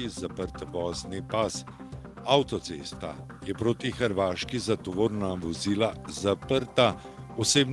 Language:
Slovenian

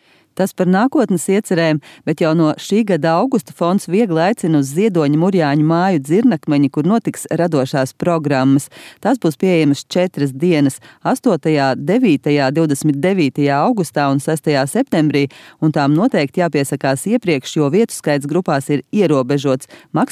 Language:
Latvian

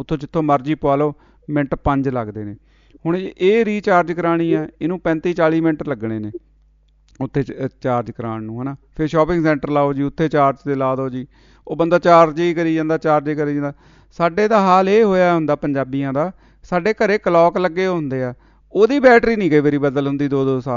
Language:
Punjabi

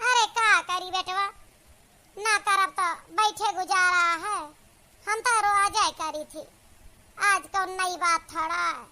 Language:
Awadhi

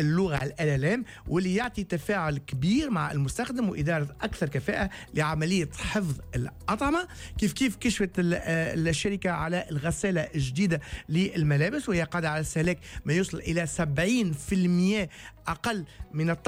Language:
Tunisian Arabic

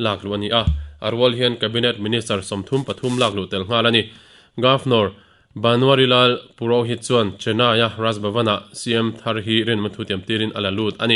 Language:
Mizo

